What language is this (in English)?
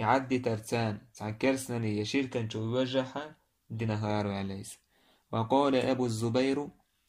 Chechen